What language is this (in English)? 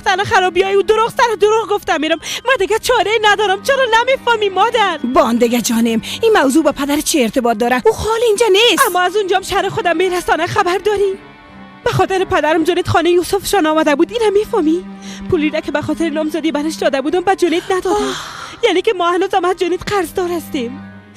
Persian